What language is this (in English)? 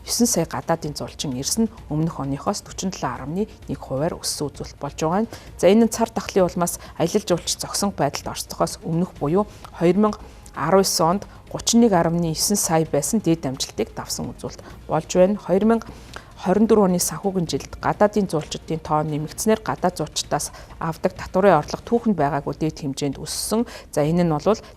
Mongolian